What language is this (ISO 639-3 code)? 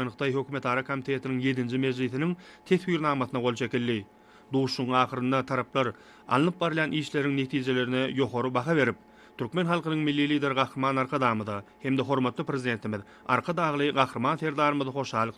tuk